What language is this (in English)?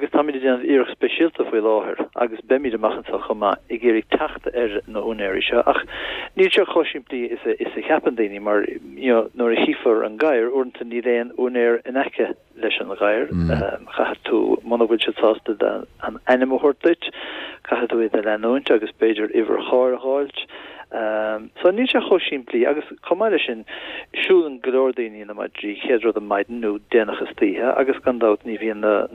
Irish